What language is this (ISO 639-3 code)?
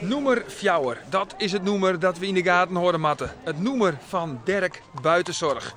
fry